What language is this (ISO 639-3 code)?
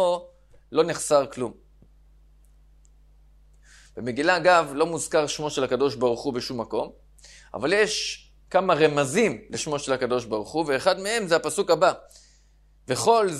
heb